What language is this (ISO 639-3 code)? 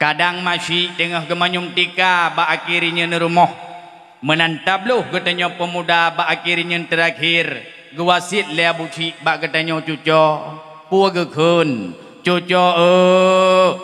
ace